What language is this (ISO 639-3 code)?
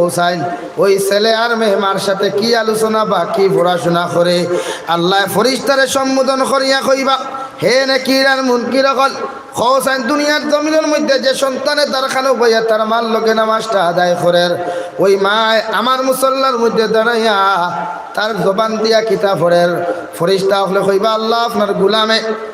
syl